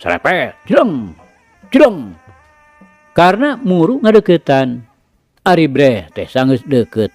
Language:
Sundanese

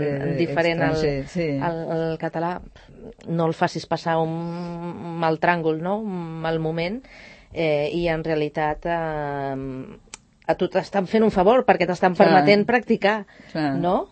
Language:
Catalan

